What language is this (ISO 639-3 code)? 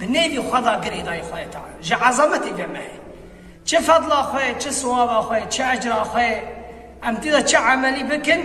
kur